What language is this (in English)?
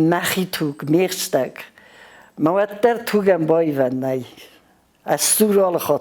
Ossetic